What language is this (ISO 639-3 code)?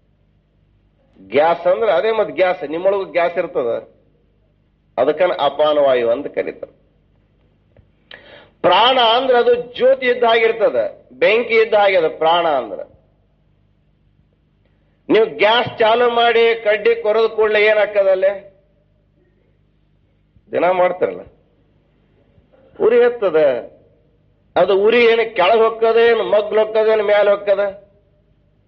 kan